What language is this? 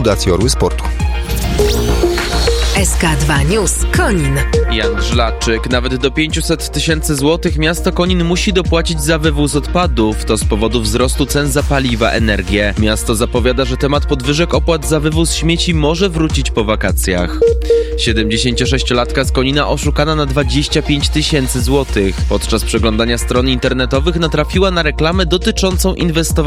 Polish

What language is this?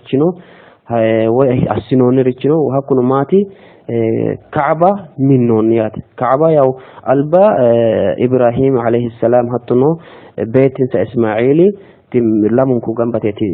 Sidamo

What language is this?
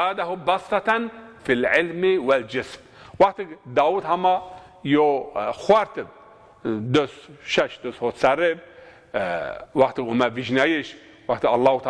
Zaza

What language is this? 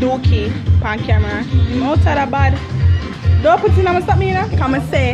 Jamaican Creole English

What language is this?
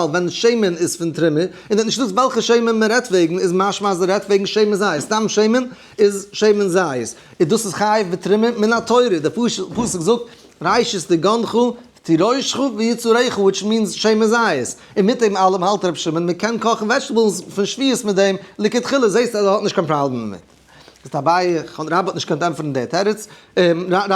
Yiddish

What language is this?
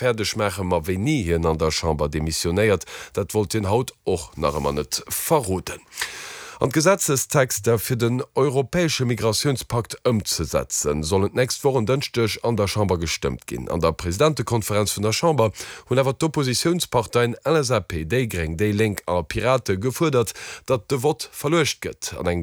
Luxembourgish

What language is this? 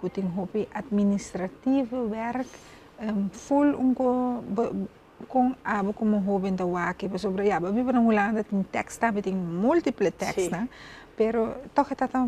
Papiamento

